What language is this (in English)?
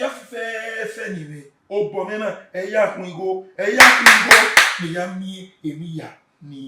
Bini